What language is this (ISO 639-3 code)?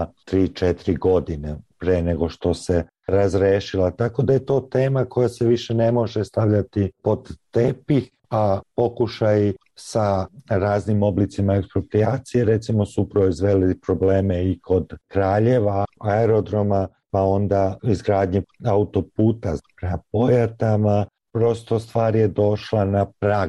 srp